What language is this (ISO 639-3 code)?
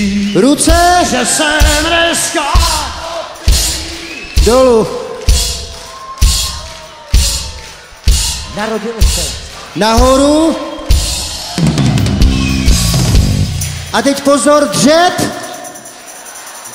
ces